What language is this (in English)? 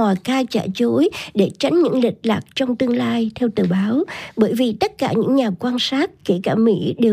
Vietnamese